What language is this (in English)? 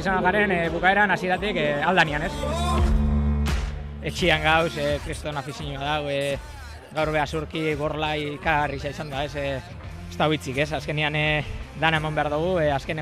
Basque